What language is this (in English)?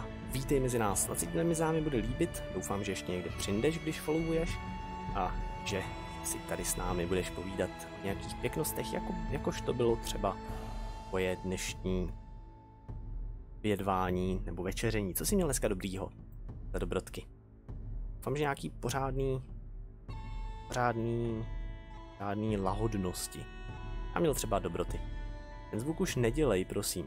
Czech